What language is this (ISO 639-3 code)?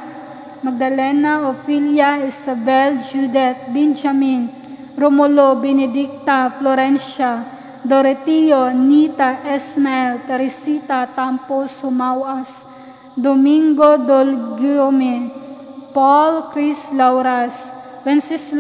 ceb